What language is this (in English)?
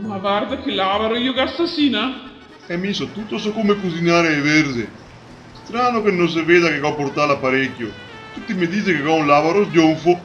Venetian